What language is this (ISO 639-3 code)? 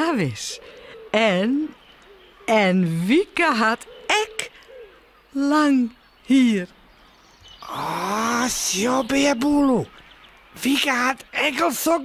fry